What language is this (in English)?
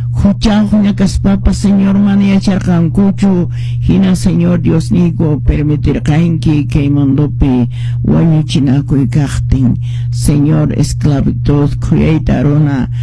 Quechua